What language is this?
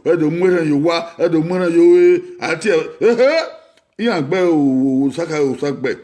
Bini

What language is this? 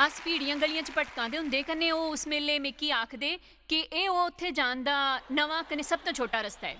Dogri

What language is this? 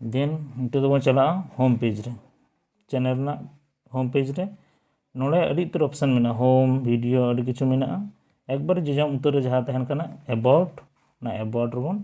Santali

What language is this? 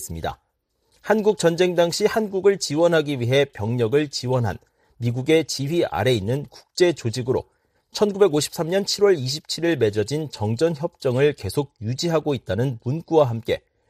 Korean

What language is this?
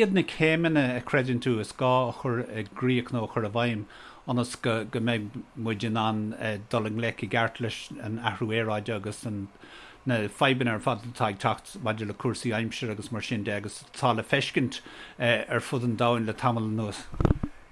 Irish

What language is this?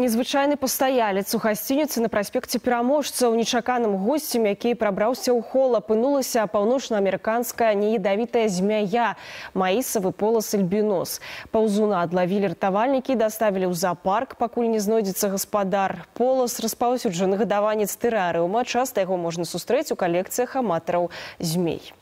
Belarusian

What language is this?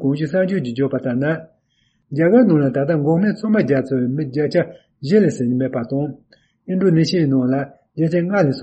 Tibetan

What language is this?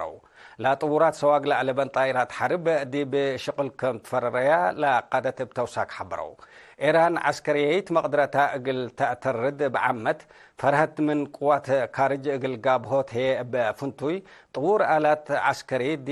Tigre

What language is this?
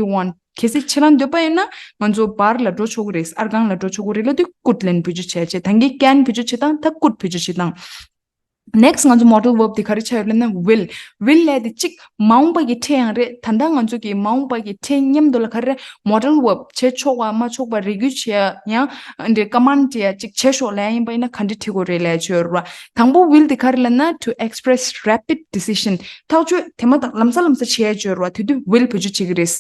Tibetan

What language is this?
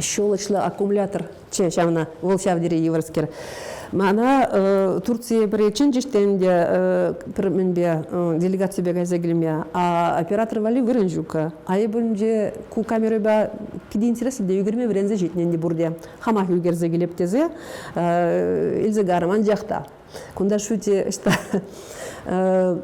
Chuvash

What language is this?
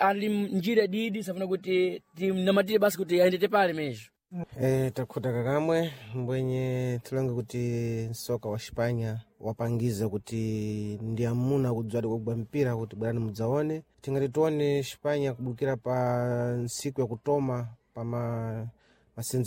Sena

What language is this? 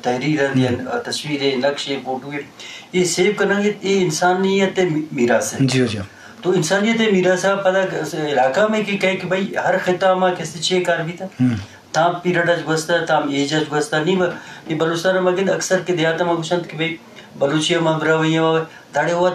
Eastern Balochi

